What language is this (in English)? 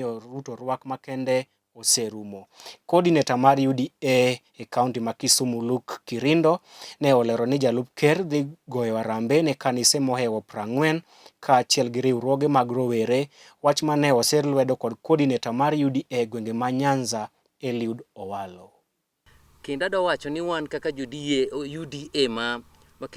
Luo (Kenya and Tanzania)